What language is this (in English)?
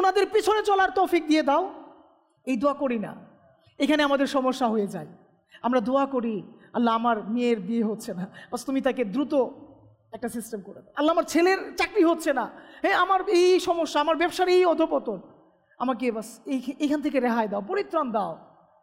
Bangla